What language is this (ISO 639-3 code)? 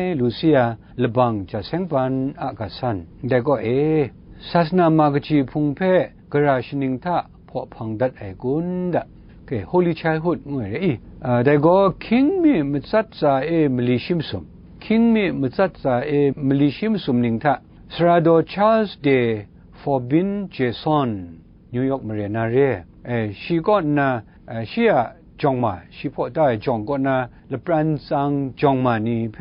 kac